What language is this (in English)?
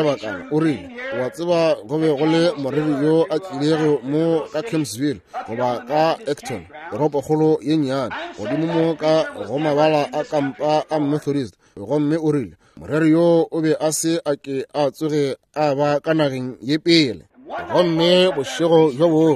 Northern Sotho